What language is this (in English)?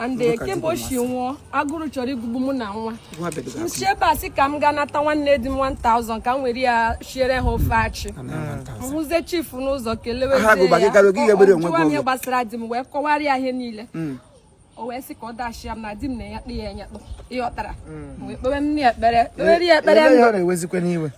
Igbo